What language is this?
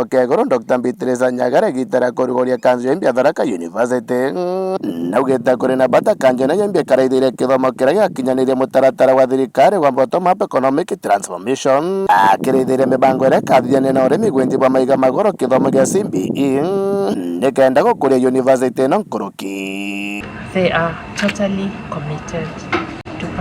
Meru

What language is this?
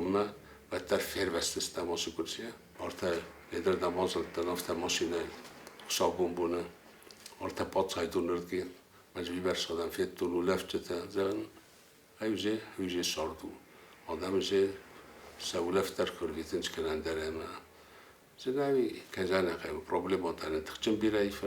Ossetic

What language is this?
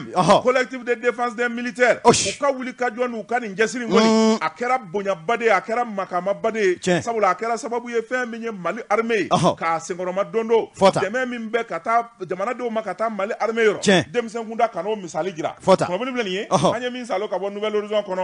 Bambara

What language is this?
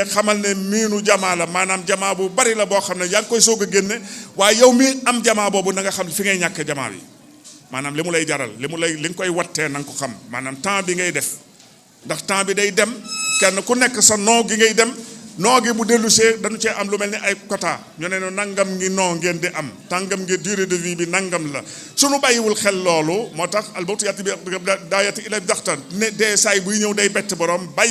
Wolof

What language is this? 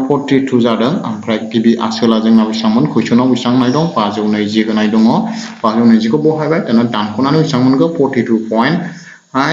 Bodo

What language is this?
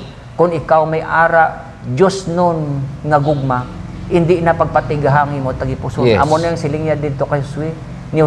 Hiligaynon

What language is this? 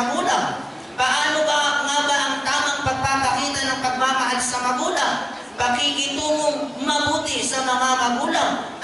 Maranao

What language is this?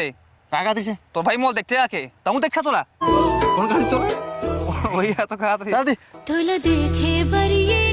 Chhattisgarhi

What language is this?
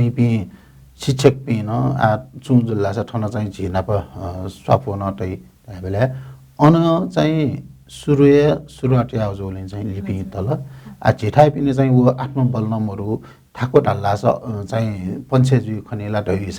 Newari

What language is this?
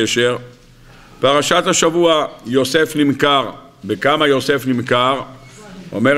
Hebrew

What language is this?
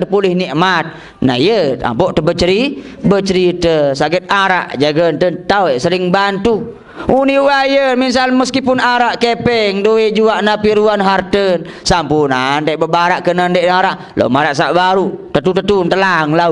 Sasak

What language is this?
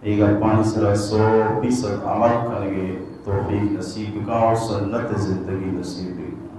Baluchi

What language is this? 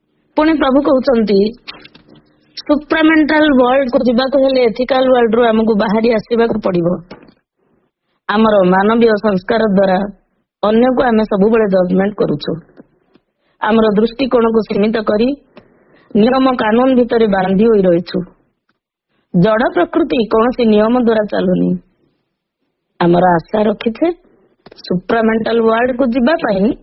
Odia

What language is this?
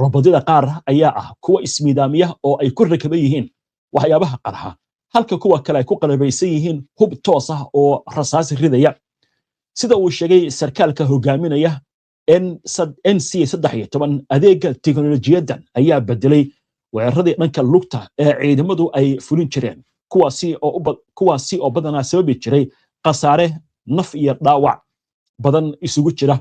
Somali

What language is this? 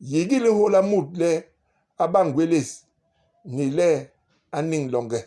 Basaa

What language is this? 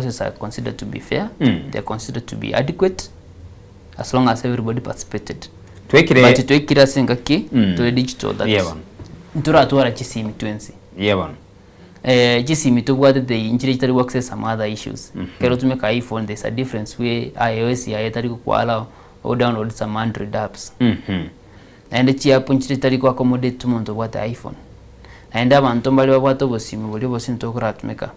Gusii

